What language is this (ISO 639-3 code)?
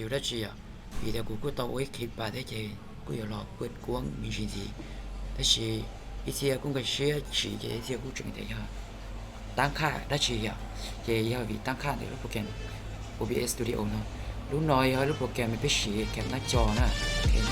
hmn